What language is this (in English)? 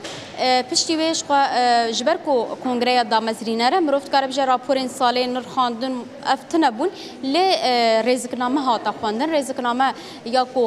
Kurdish